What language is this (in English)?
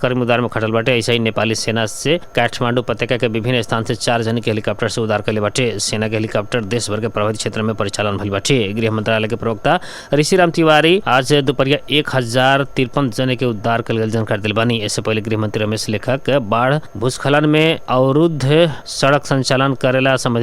Bhojpuri